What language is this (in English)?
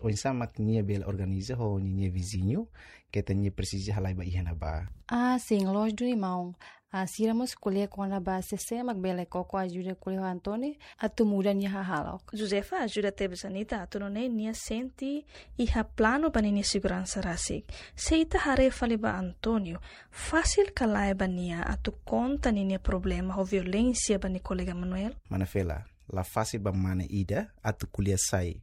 Tetum